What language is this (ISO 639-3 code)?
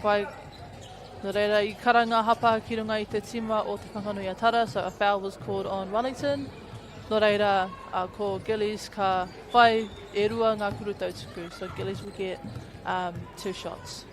mri